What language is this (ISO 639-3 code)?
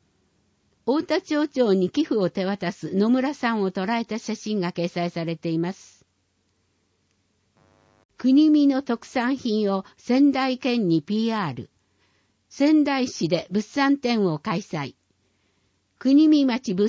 jpn